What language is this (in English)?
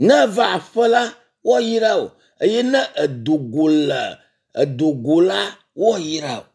Ewe